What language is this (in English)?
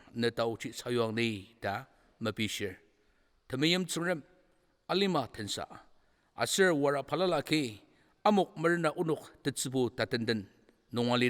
Ao Naga